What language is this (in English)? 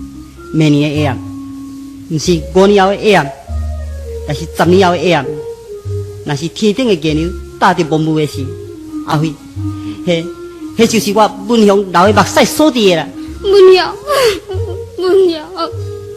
Min Nan Chinese